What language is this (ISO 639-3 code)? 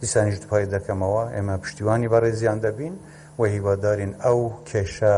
kur